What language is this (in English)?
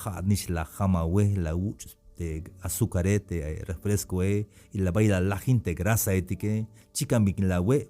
Tzeltal